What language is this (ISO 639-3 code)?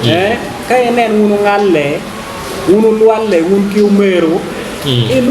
ach